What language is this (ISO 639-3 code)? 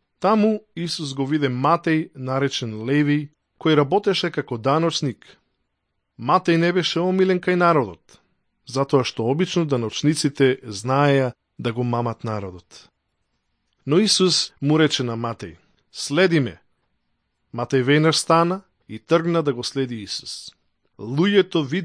mkd